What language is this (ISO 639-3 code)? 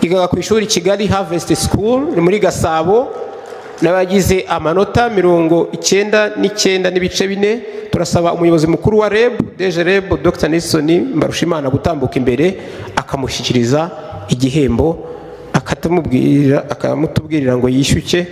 kin